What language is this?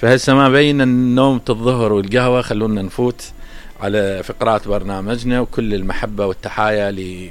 Mesopotamian Arabic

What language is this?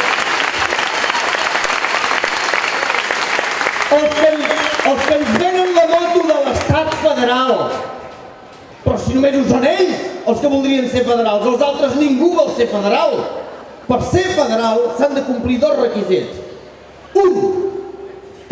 Catalan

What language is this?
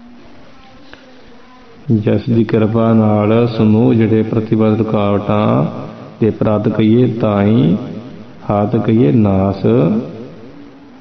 Punjabi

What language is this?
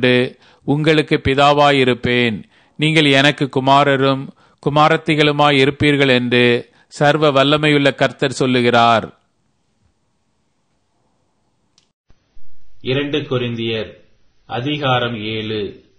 Tamil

